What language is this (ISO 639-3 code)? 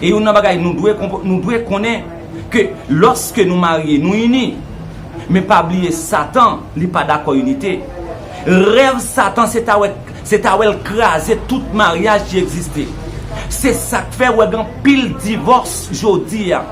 hat